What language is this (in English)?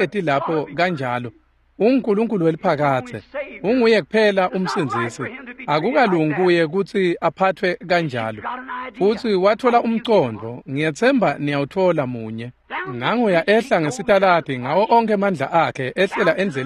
Swati